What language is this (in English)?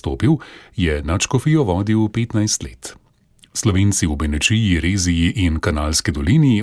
Slovenian